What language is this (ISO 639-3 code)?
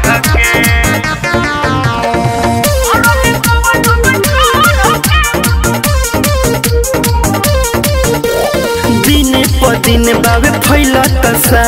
bho